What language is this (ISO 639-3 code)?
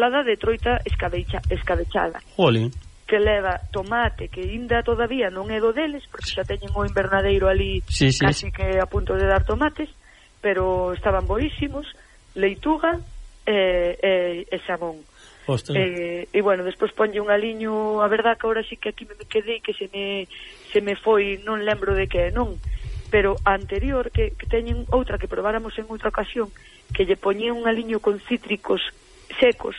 glg